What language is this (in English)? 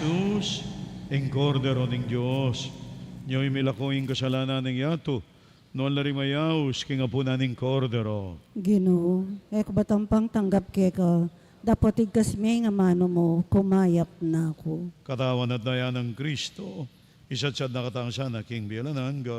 Pampanga